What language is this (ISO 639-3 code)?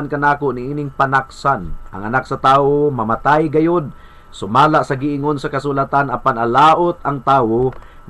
ceb